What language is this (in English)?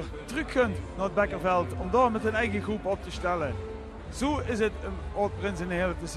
Limburgish